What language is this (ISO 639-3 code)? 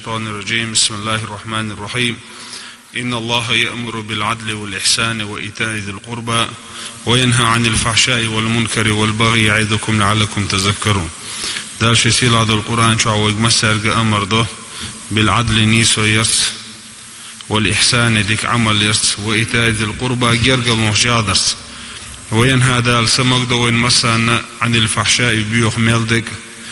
che